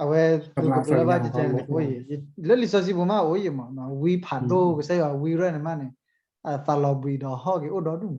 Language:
S'gaw Karen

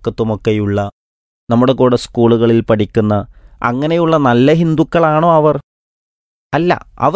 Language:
Malayalam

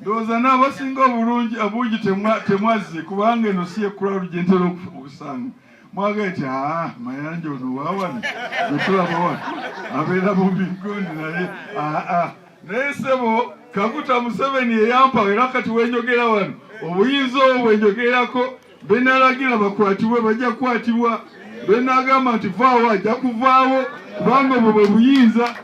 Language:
Ganda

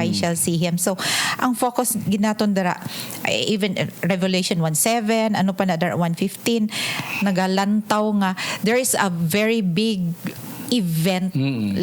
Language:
Hiligaynon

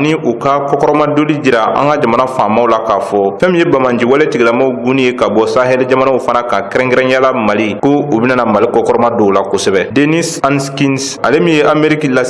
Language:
Bambara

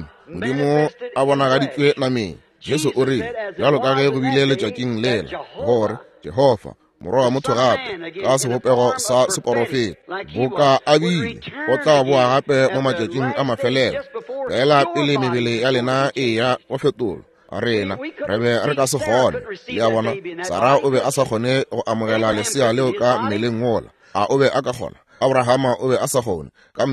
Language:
Northern Sotho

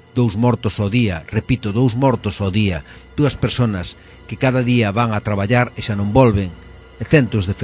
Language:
Galician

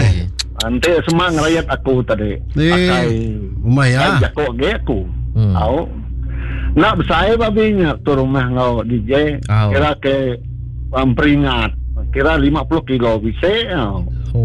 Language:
Iban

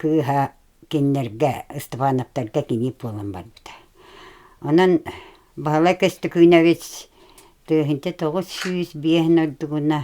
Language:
Yakut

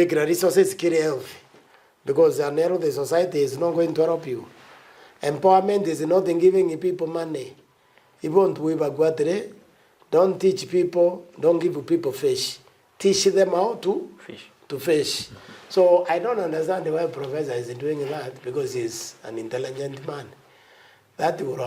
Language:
Meru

